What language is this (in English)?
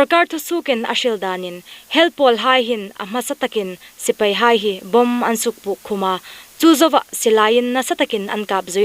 Hmar